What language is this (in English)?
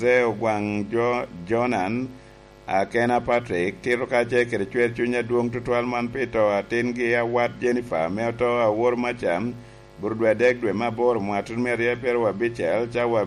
Lango (Uganda)